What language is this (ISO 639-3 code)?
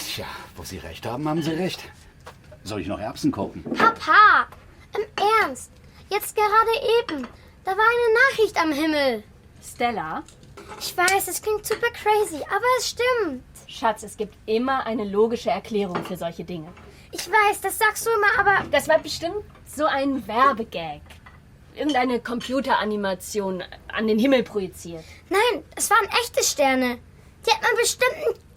gsw